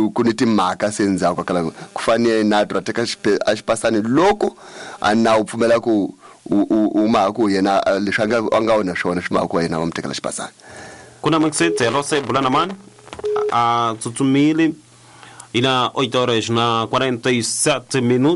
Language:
Tsonga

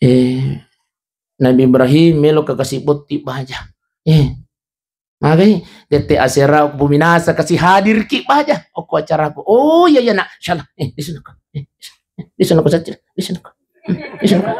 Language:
Buginese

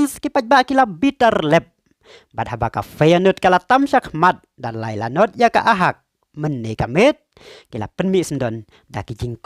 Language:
Khasi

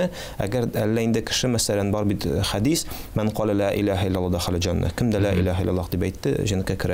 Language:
Tatar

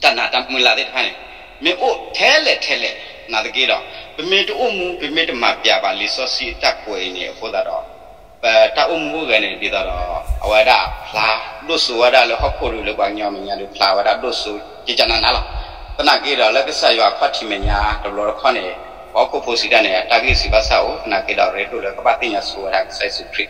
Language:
S'gaw Karen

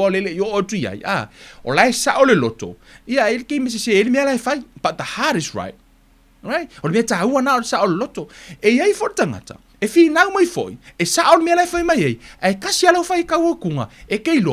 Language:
Samoan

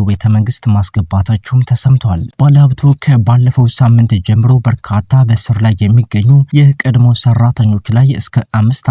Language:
Amharic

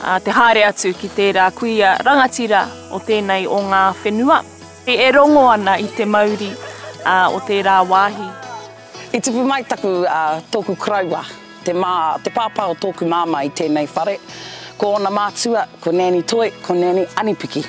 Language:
Māori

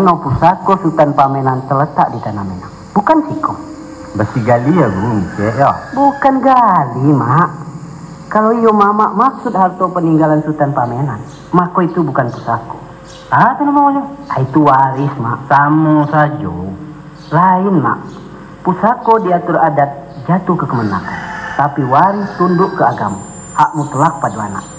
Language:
Minangkabau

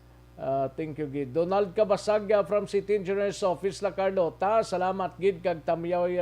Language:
Hiligaynon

